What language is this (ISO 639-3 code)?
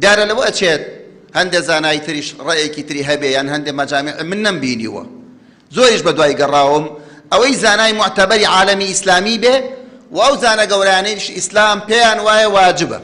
ckb